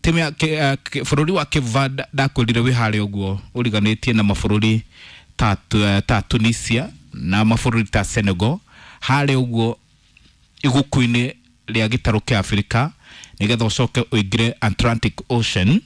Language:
Kikuyu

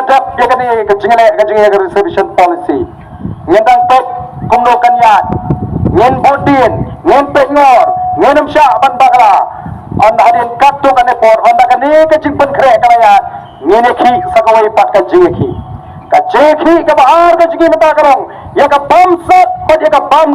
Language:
Khasi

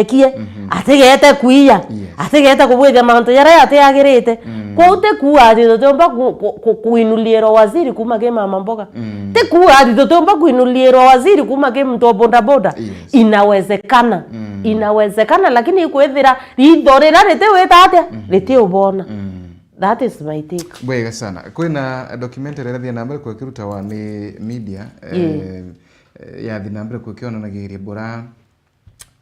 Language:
Meru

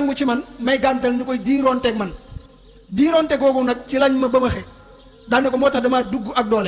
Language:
Wolof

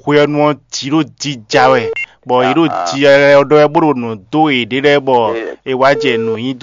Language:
Fon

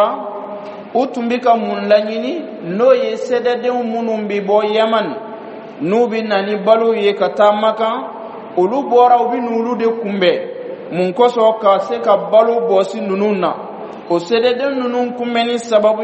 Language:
Bambara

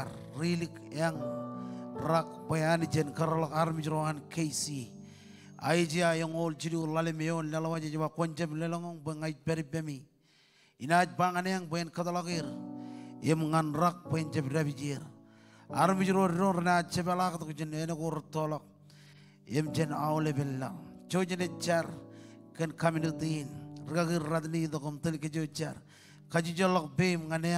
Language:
Marshallese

